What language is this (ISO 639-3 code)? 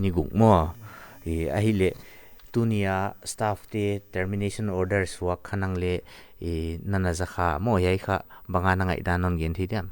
pck